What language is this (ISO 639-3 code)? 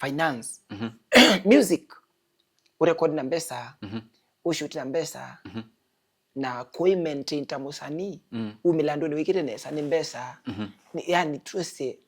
kam